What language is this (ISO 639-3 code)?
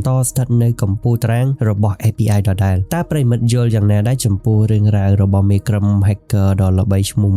khm